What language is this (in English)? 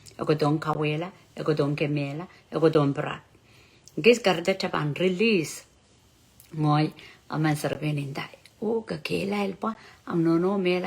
Pohnpeian